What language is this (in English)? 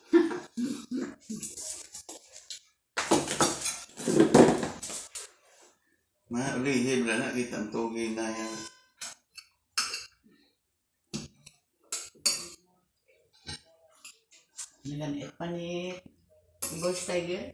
Filipino